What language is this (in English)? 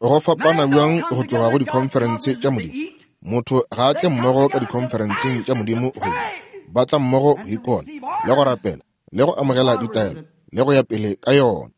Northern Sotho